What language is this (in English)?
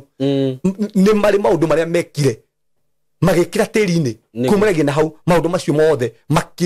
Kikuyu